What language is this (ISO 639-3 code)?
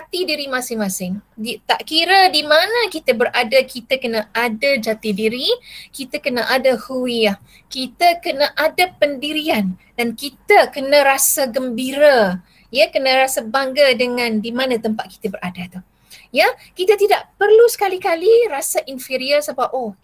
msa